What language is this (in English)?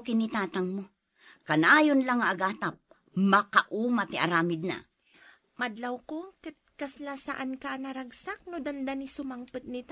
Iloko